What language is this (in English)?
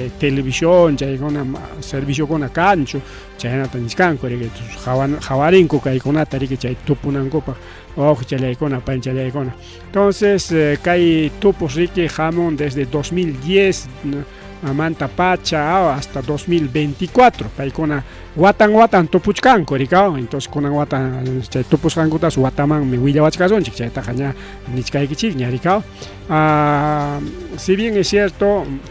Ayacucho Quechua